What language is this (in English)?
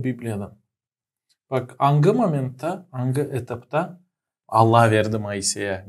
Gagauz